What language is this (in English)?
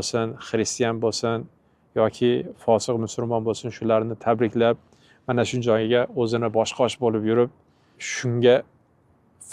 Uzbek